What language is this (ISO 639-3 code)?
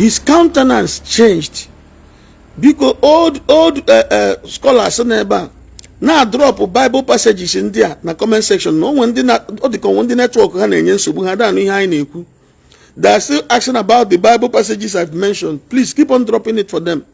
ibo